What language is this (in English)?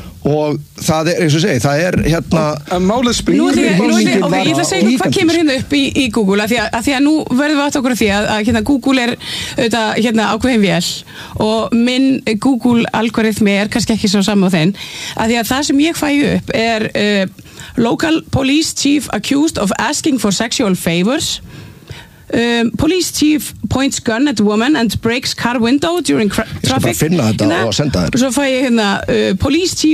Icelandic